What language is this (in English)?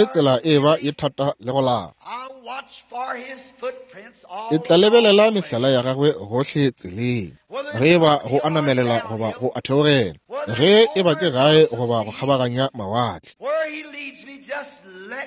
Northern Sotho